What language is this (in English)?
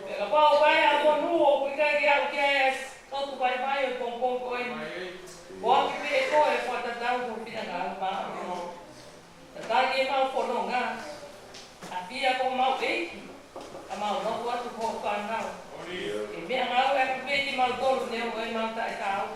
Tongan